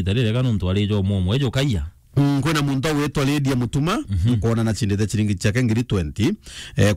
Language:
Meru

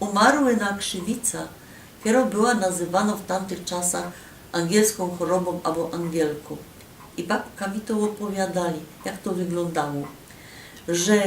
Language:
Silesian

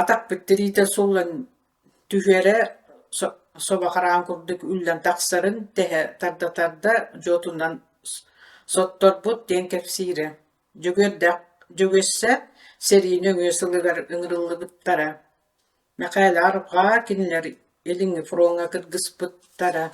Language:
Yakut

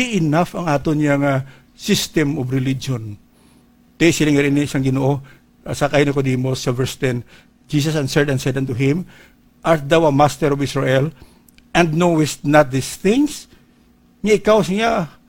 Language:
Hiligaynon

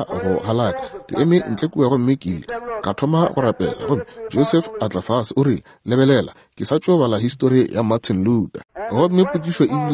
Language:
Northern Sotho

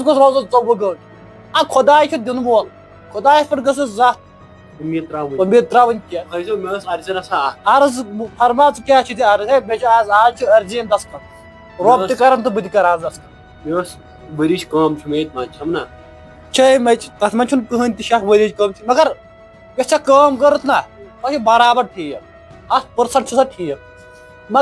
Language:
Kashmiri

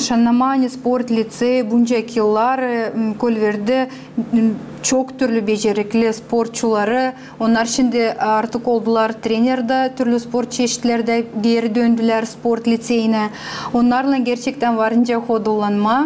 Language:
Gagauz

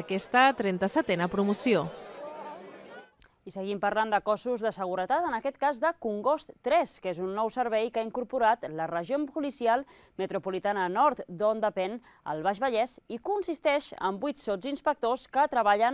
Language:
Catalan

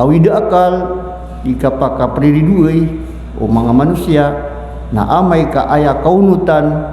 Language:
Maranao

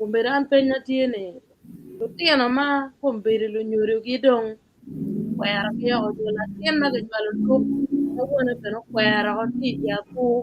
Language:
Acoli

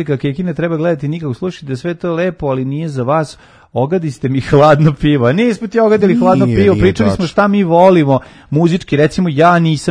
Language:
Serbian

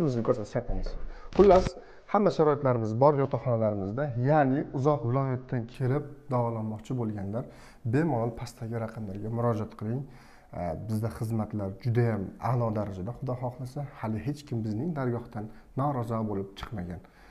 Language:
Uzbek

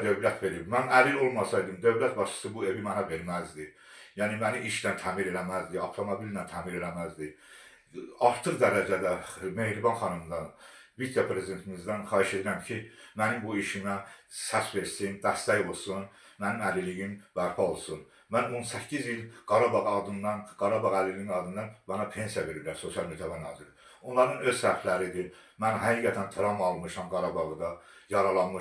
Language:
Azerbaijani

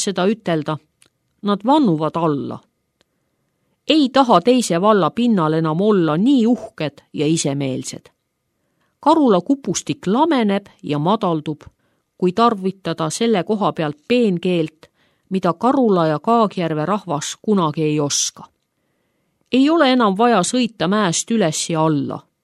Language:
Estonian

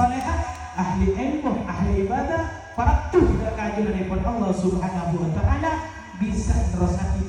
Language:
Madurese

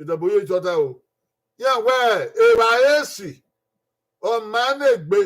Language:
Bini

